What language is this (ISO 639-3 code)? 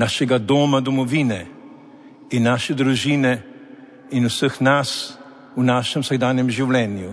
slv